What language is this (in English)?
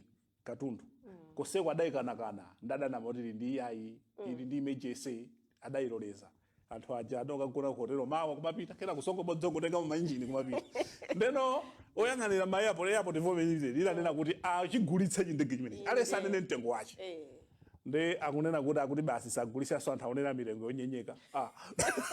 Nyanja